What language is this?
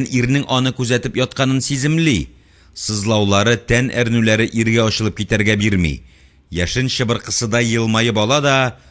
Tatar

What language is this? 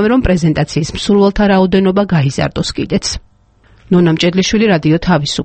Georgian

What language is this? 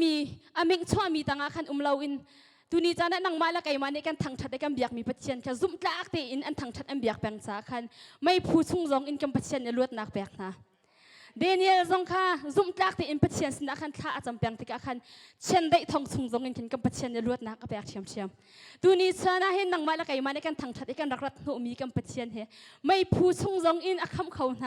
Hakha Chin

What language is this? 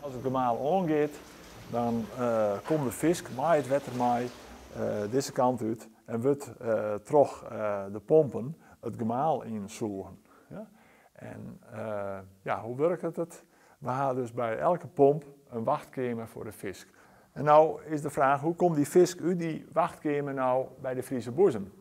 Western Frisian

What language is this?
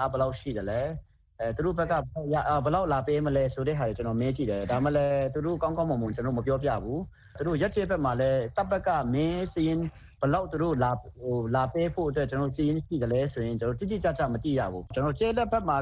Burmese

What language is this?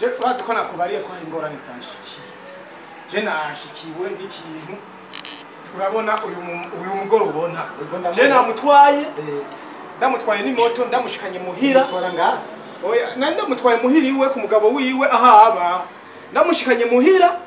Rundi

